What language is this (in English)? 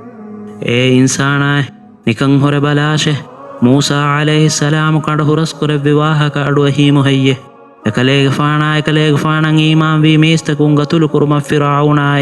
Divehi